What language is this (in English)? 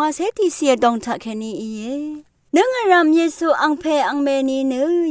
Rawang